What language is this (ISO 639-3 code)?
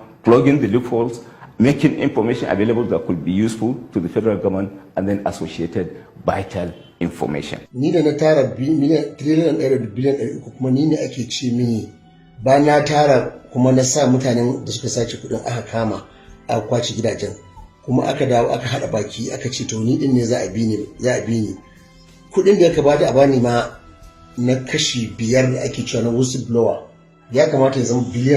hau